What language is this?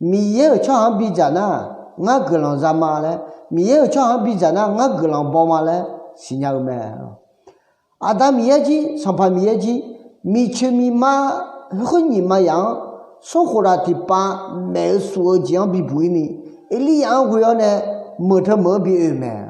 Akha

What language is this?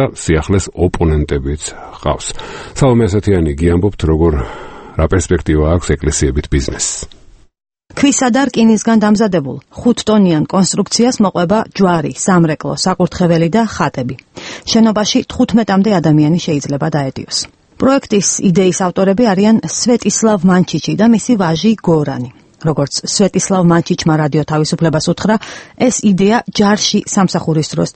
Georgian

